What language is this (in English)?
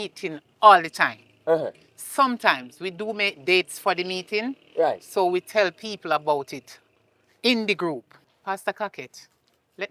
Jamaican Creole English